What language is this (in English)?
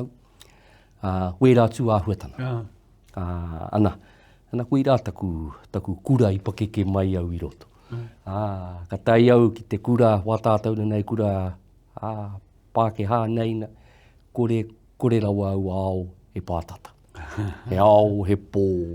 Māori